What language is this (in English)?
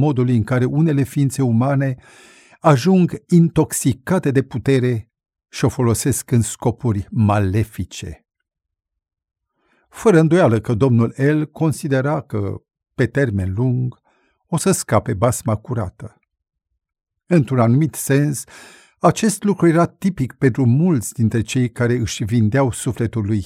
Romanian